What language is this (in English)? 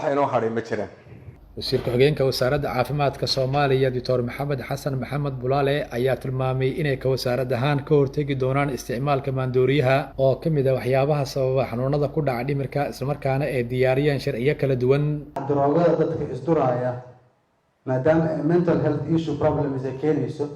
Somali